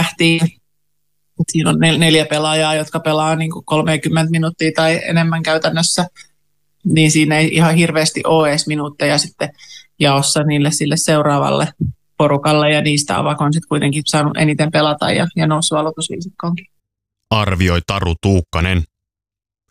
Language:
Finnish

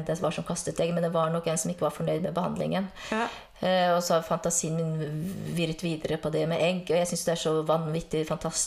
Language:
Norwegian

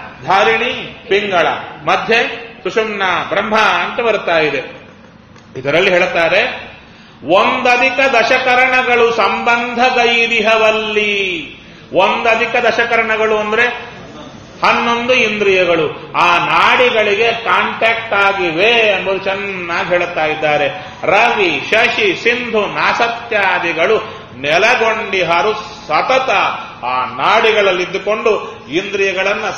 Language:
Kannada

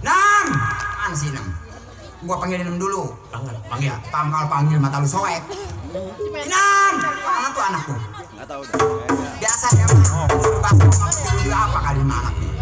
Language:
Betawi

